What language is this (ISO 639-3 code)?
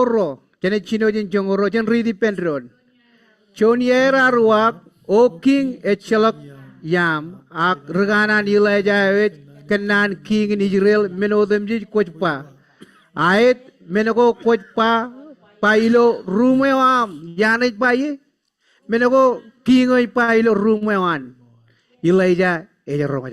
mah